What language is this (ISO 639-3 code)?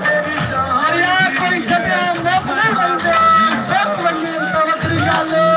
skr